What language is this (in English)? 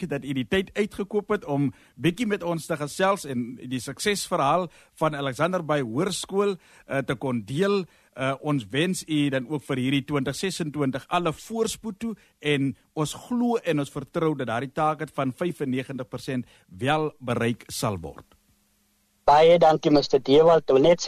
Afrikaans